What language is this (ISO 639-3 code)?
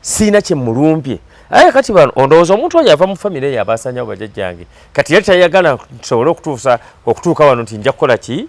lug